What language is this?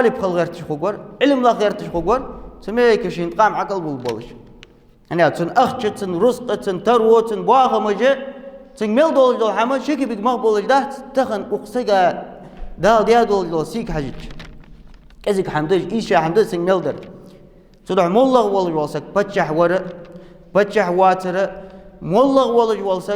Ingush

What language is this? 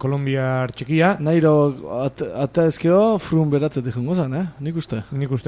Basque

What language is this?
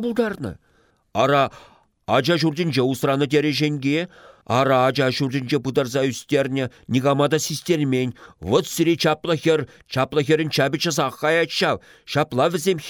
Chuvash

